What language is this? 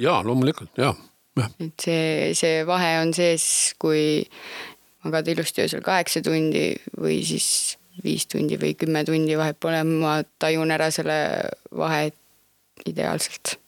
Estonian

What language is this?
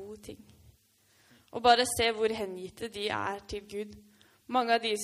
Norwegian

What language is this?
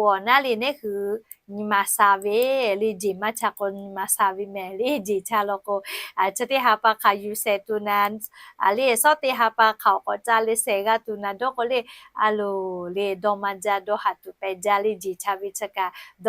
Lahu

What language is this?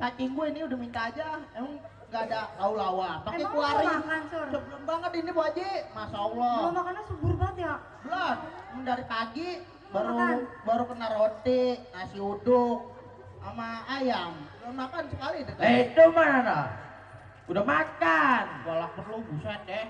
Betawi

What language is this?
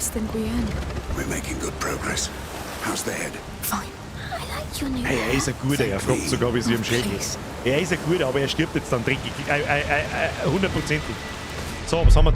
Bavarian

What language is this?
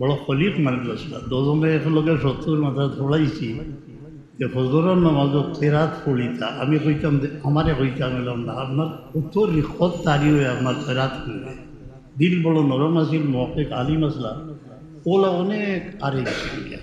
Sylheti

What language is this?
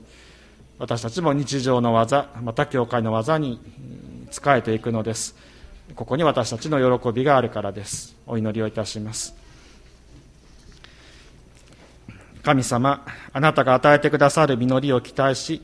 Japanese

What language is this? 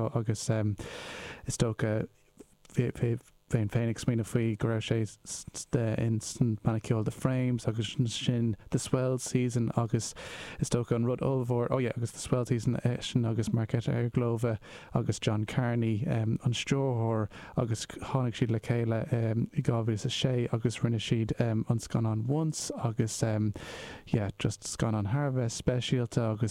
Irish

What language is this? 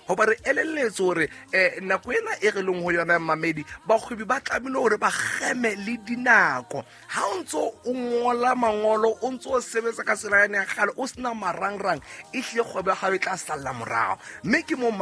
Southern Sotho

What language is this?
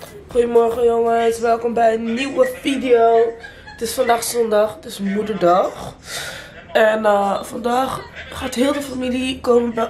Dutch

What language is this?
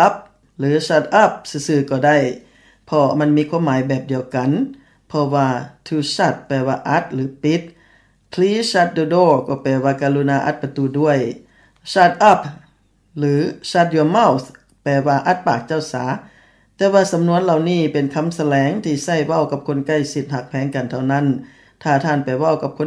Lao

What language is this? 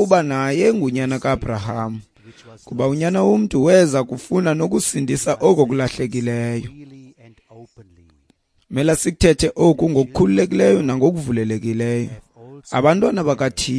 Xhosa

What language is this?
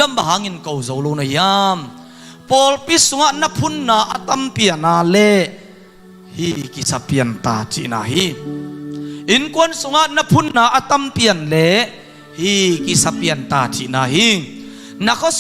Tedim Chin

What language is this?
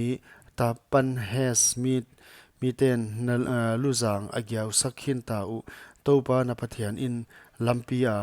Paite Chin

